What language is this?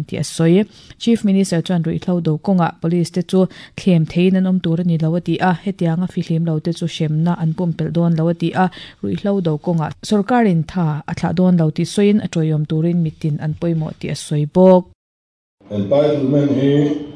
Mizo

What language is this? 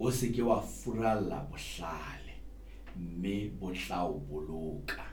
Southern Sotho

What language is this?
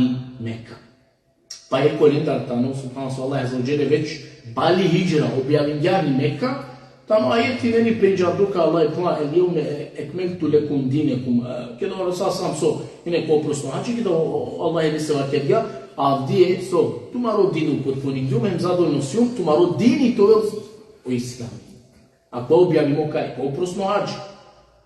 Balkan Romani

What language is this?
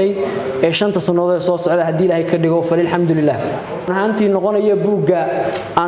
Somali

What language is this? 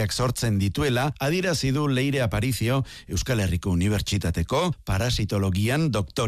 Basque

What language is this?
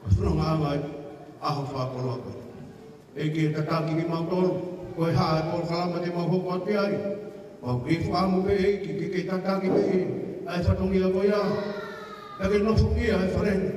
Tongan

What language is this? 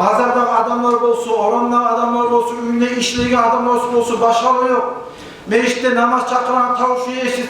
Kumyk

